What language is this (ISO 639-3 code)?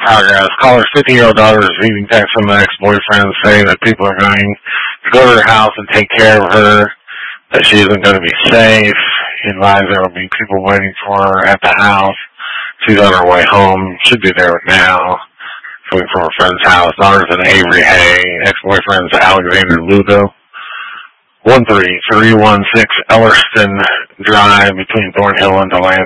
eng